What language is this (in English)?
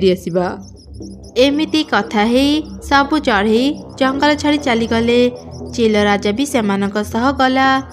Odia